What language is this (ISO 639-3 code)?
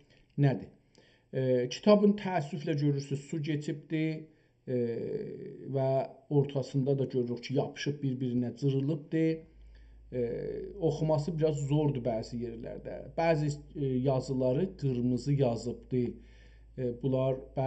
azb